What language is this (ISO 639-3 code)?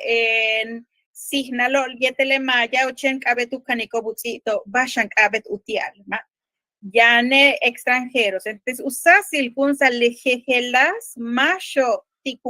yua